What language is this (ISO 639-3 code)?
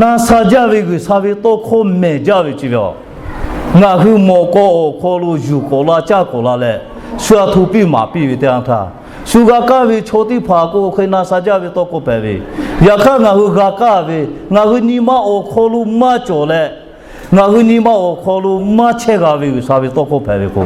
lhu